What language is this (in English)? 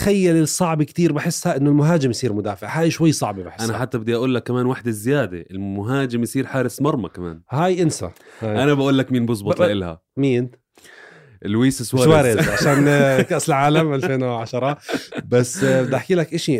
North Levantine Arabic